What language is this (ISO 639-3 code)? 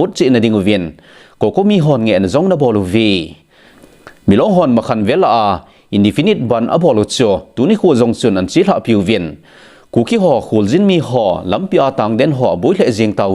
tcz